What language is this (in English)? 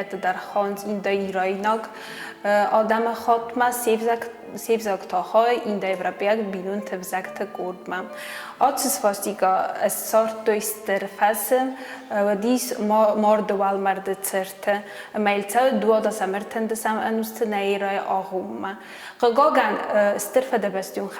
Ossetic